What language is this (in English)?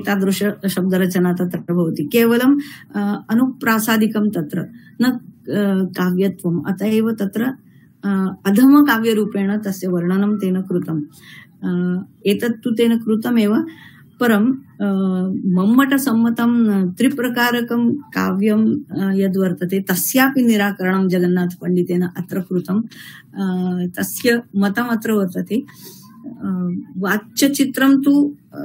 Sanskrit